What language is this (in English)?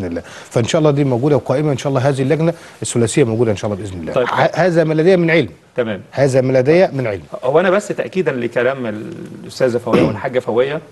Egyptian Arabic